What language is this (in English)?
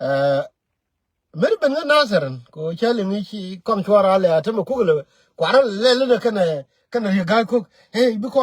Nuer